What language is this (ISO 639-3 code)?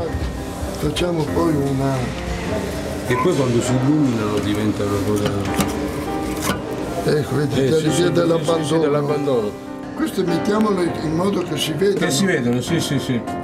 ita